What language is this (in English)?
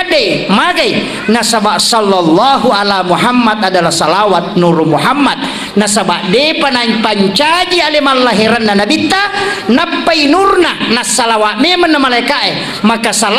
Buginese